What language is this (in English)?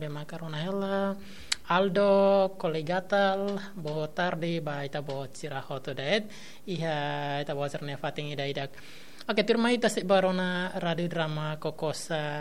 Tetum